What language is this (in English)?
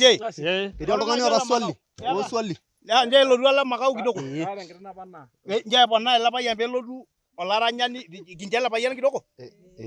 Masai